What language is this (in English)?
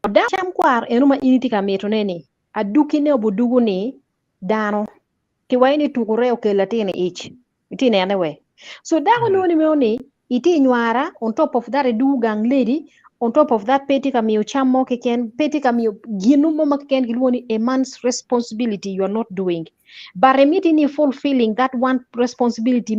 Acoli